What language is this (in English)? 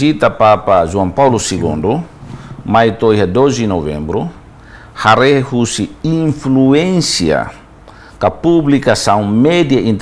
Tetum